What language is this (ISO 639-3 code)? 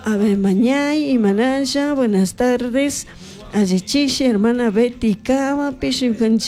qug